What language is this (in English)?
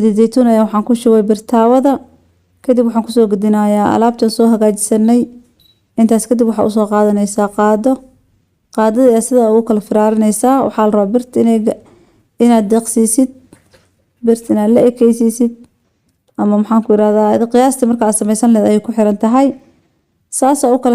Somali